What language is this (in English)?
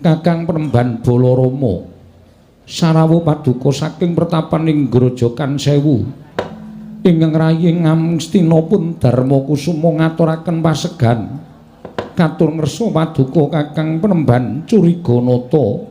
Javanese